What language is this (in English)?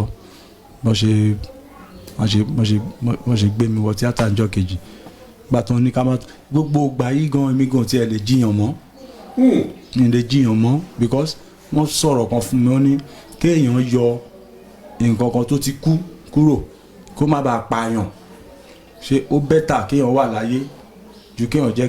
Yoruba